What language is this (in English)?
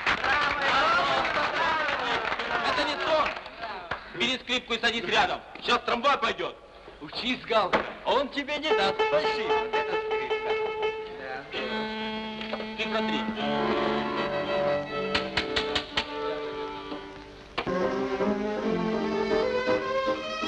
Russian